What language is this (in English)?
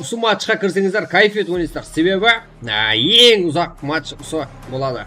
Kara-Kalpak